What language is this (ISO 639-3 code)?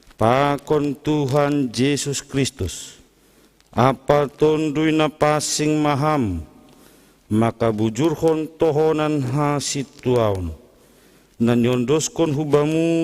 bts